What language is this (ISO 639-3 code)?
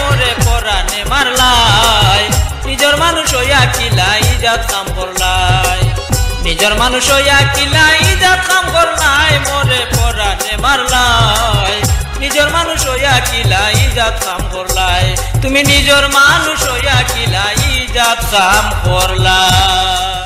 syl